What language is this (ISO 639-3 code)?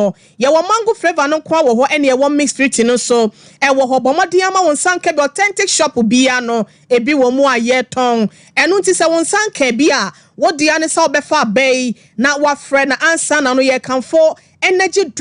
aka